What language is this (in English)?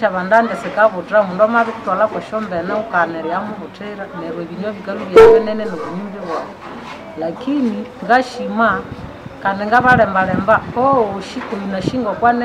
Nande